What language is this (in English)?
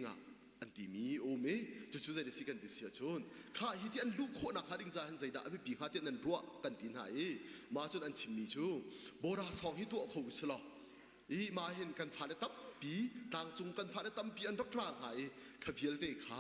Hakha Chin